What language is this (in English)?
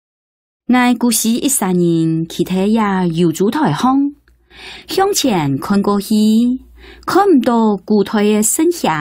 Hakka Chinese